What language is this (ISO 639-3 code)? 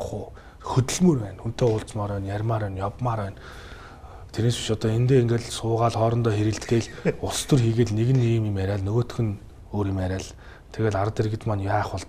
mon